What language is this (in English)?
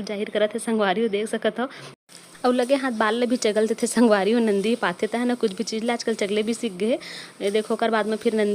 Chhattisgarhi